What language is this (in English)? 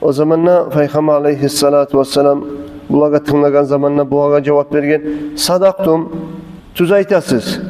Kumyk